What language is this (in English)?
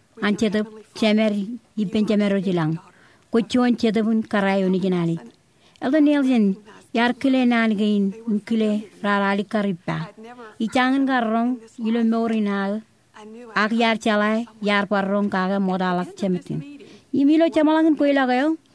Marshallese